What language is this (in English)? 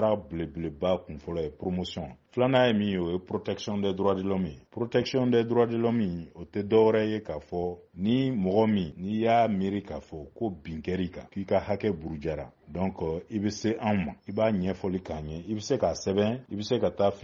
Bambara